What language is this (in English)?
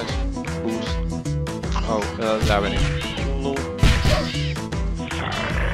Dutch